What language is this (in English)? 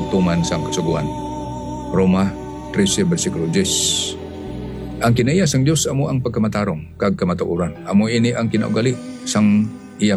Hiligaynon